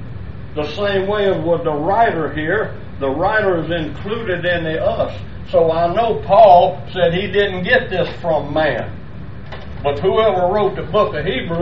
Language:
English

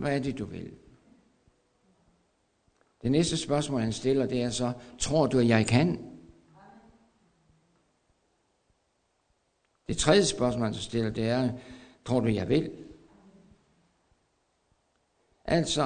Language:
Danish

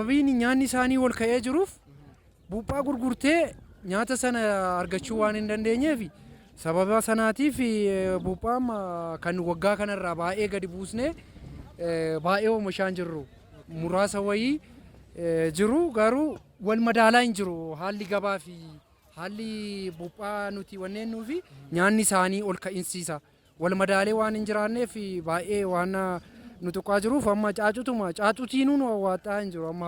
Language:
Oromo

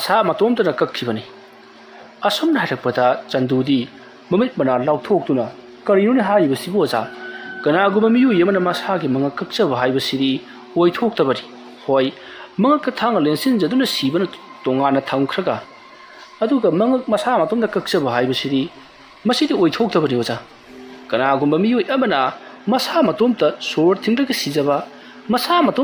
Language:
Manipuri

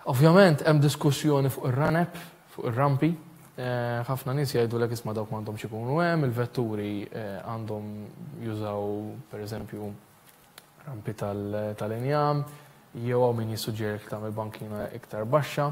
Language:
Maltese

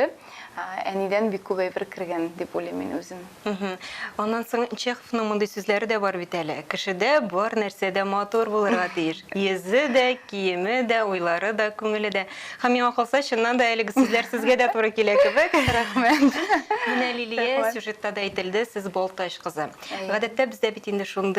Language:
Tatar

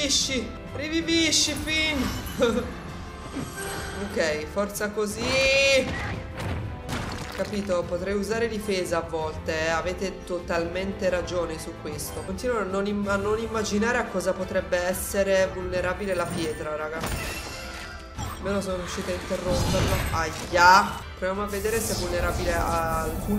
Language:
Italian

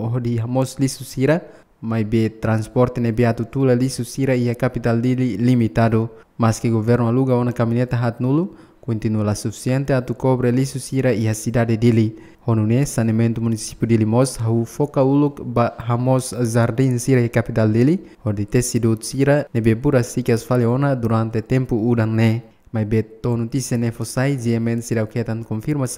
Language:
Tetum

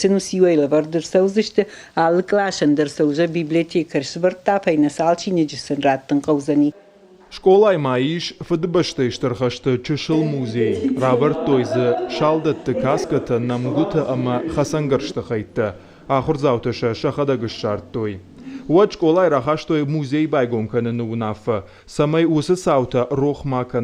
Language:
Ossetic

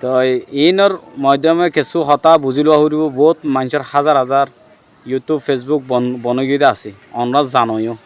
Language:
Rohingya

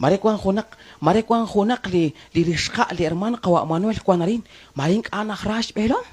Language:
Kekchí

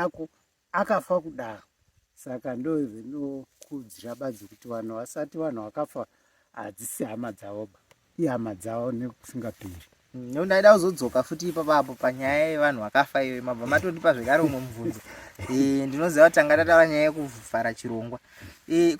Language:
Shona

